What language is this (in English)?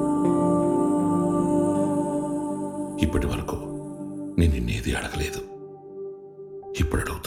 Telugu